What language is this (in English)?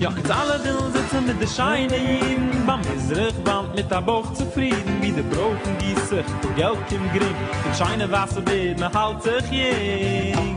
Yiddish